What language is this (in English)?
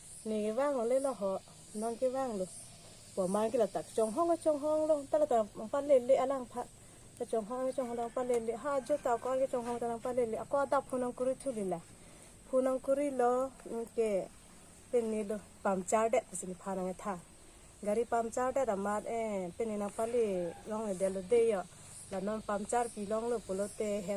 Karbi